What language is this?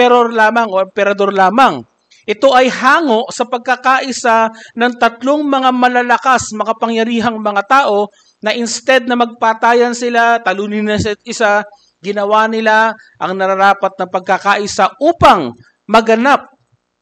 Filipino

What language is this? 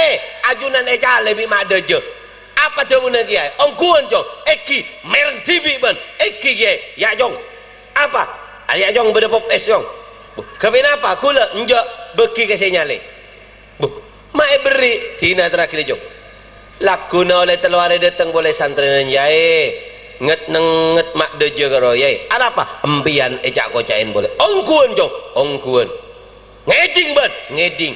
Madurese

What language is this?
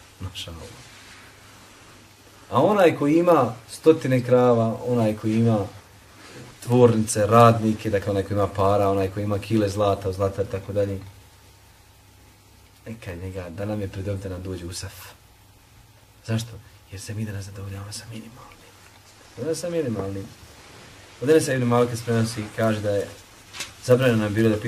Bosnian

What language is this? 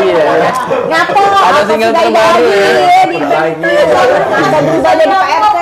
Musi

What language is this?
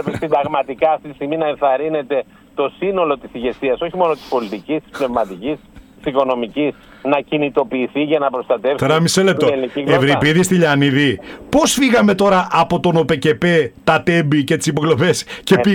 Greek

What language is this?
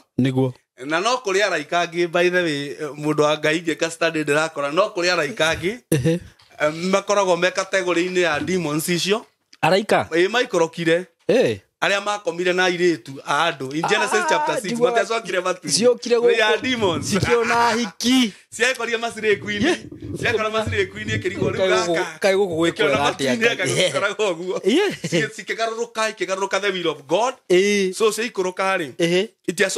Kikuyu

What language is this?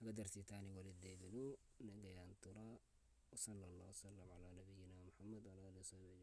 Oromo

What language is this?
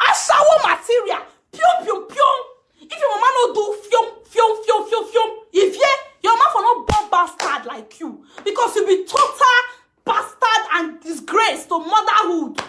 Nigerian Pidgin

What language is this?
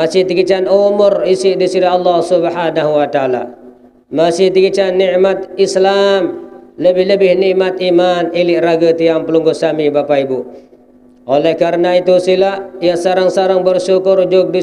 Sasak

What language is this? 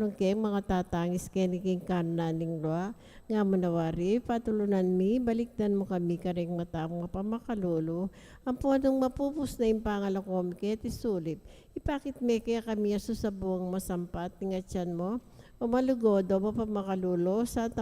Pampanga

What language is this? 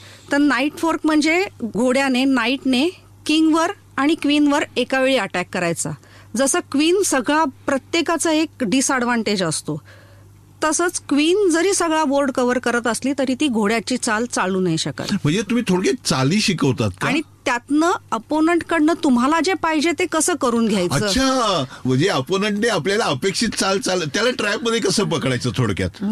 Marathi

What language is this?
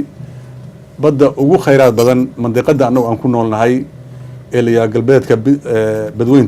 Somali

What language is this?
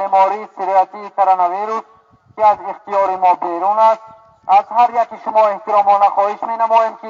Tajik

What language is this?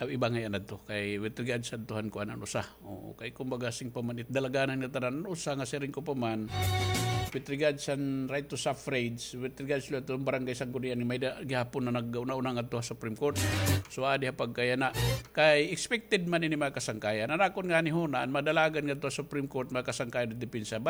Waray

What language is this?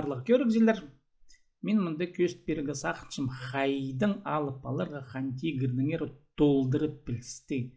Khakas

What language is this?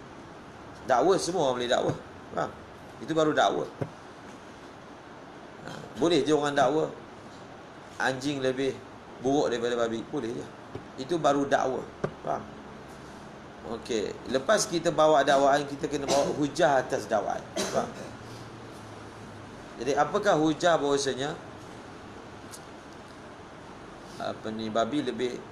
Malay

